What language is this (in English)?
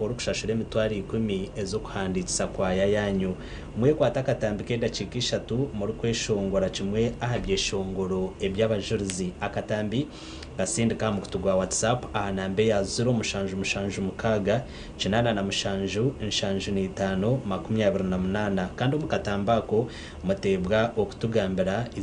Nyankole